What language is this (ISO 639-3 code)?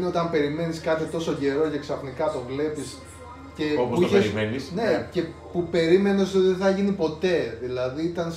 ell